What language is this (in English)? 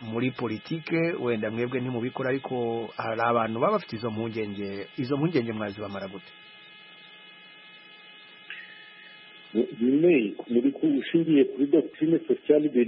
Kinyarwanda